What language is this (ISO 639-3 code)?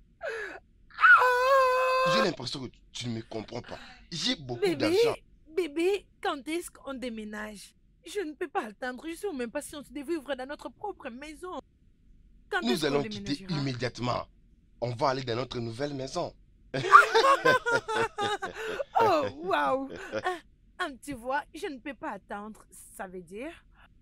fra